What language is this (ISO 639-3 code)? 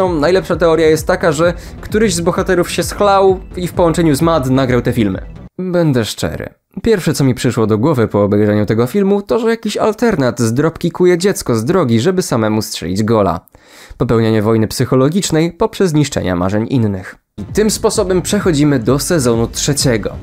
pol